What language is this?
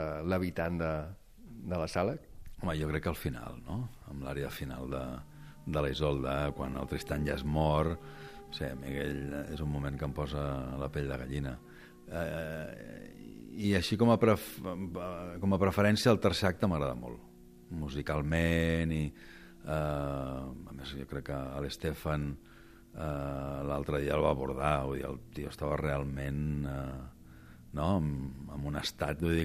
Catalan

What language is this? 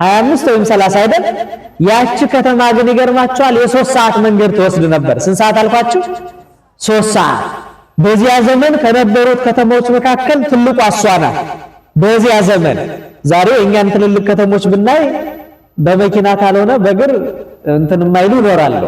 Amharic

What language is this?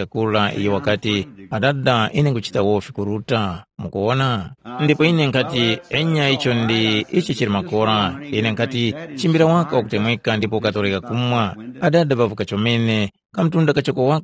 Tumbuka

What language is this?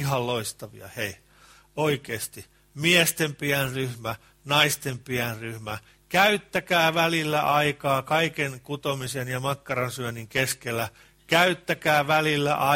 Finnish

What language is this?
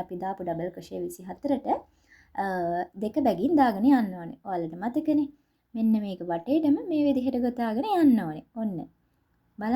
Sinhala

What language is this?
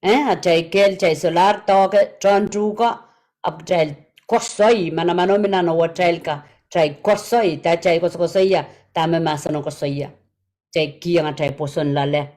Pohnpeian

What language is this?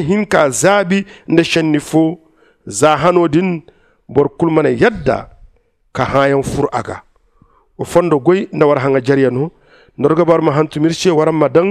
Zarma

